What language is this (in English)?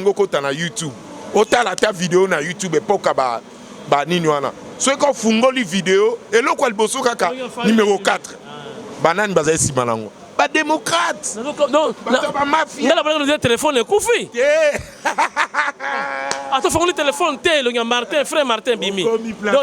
Lingala